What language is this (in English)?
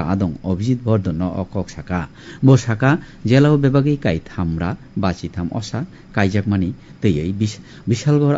Kok Borok